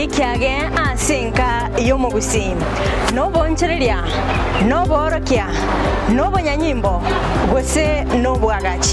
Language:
Gusii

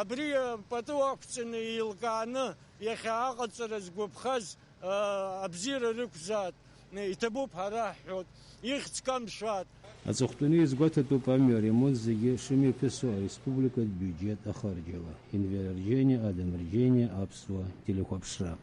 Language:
Abkhazian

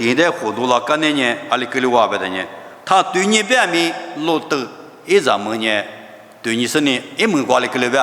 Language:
Lisu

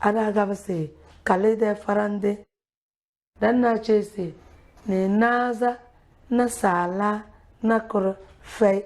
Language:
Tem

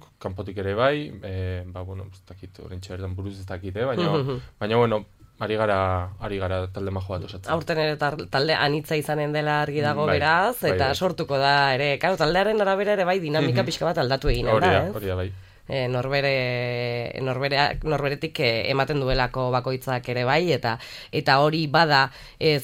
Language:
Basque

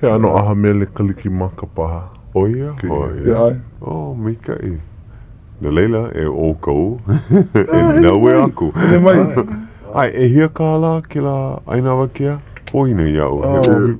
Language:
Hawaiian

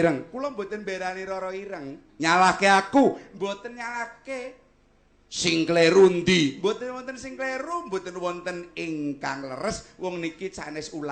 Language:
Javanese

